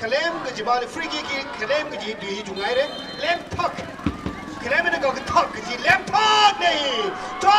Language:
Tangkhul Naga (India)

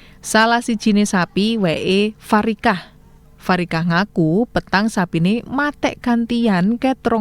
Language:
Javanese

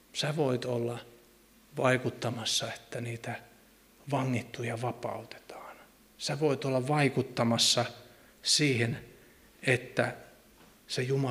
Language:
Finnish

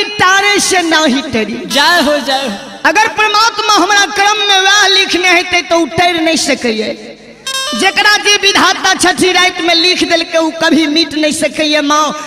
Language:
Maithili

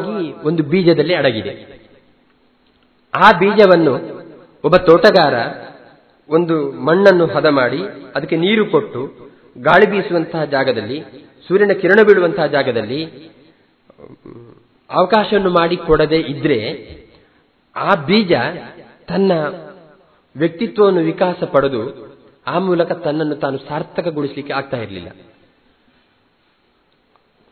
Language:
Kannada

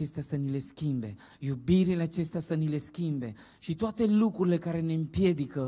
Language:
Romanian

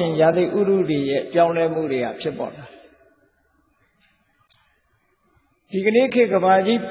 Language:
Burmese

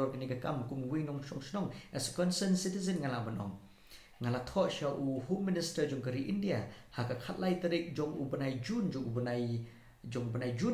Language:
Khasi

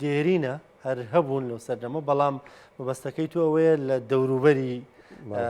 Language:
Central Kurdish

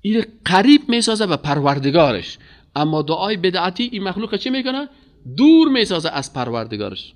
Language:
Persian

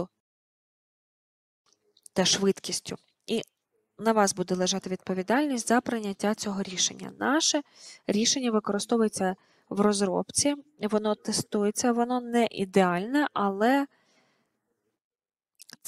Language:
Ukrainian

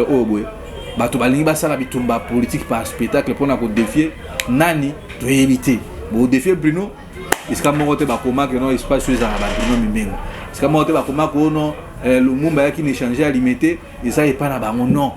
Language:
Lingala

